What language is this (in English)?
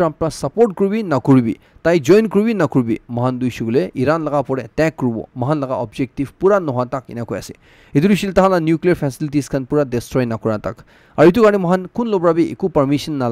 Naga Pidgin